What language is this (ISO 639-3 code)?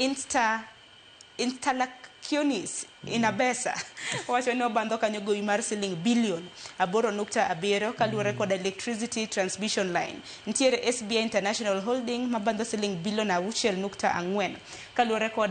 luo